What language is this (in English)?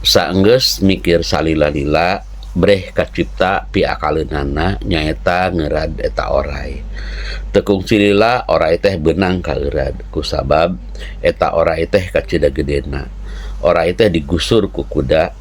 Sundanese